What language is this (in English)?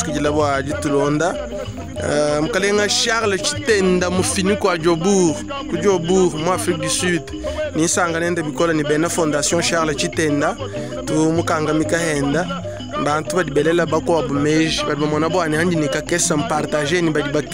Luba-Lulua